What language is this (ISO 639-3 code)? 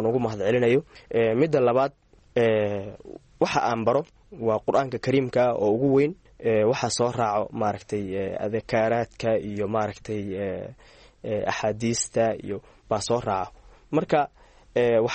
som